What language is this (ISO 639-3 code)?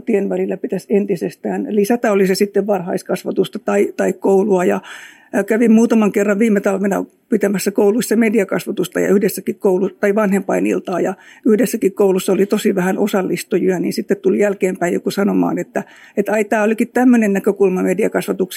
fin